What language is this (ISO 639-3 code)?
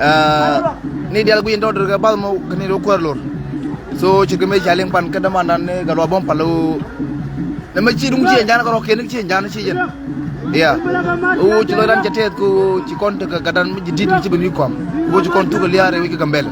nus